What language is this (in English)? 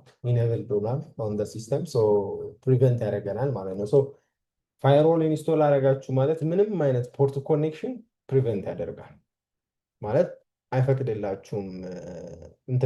Amharic